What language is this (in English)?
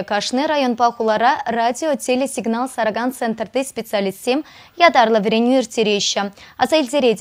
Chuvash